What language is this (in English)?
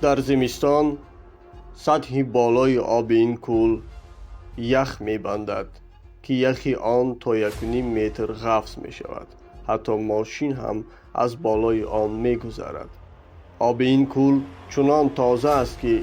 Tajik